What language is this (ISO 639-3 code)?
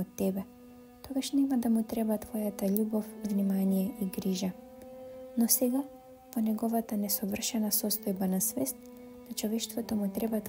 mkd